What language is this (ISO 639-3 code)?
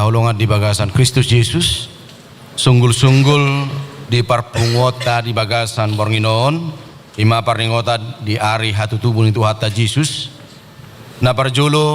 bbc